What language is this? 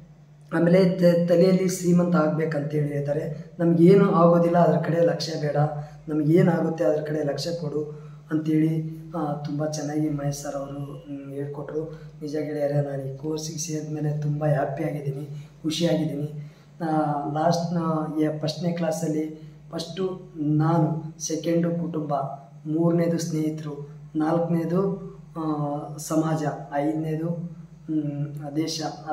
Kannada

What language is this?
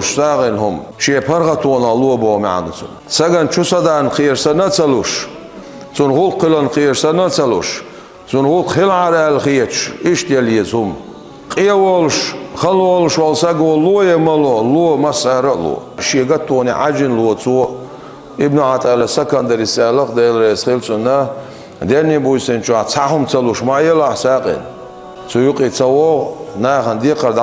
Chechen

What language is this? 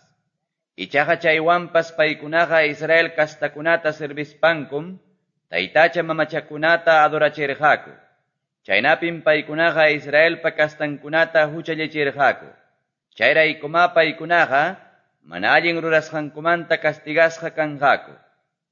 Quechua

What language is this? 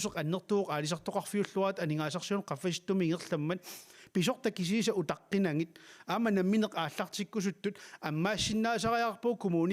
Kalaallisut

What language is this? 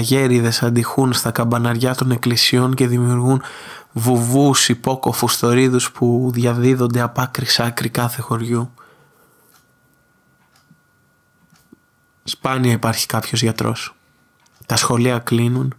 Greek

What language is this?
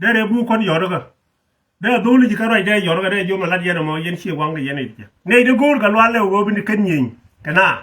Nuer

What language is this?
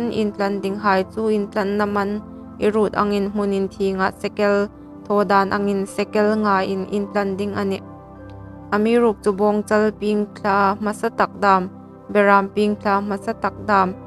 Hmar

